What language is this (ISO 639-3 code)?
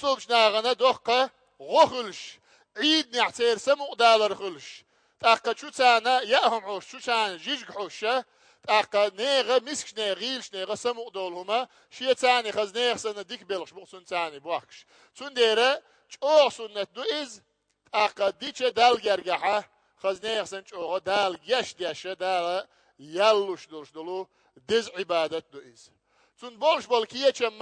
che